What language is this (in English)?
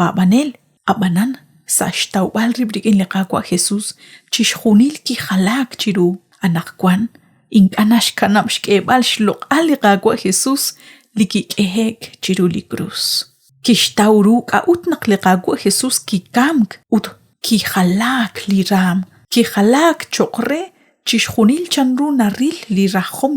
Kekchí